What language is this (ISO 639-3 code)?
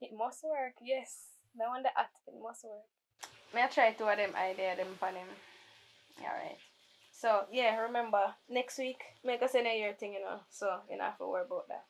jam